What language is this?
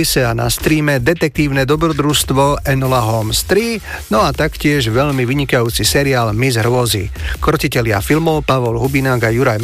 Slovak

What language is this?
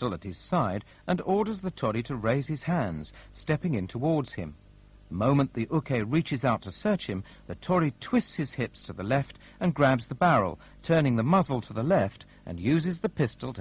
English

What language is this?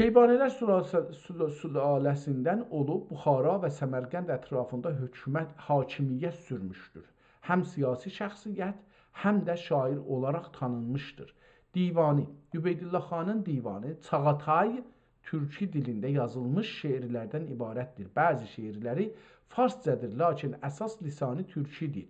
South Azerbaijani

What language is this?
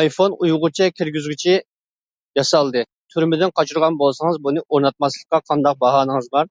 Uyghur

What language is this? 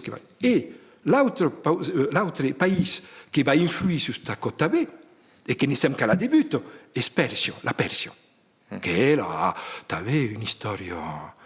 Occitan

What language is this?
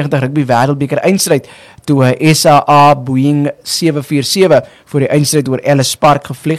Afrikaans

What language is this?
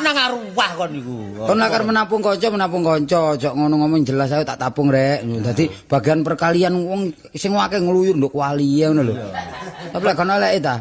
Javanese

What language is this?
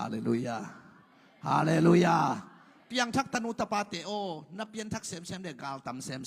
Tedim Chin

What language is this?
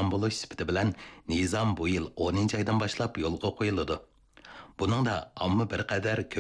Uyghur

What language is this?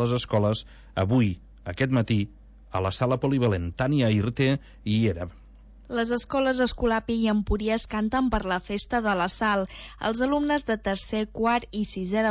Catalan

